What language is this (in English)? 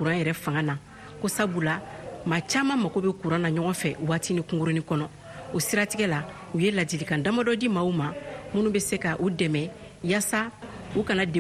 Bambara